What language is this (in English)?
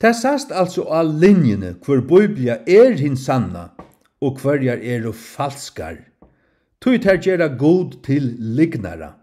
Faroese